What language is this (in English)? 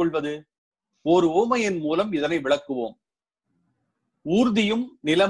Tamil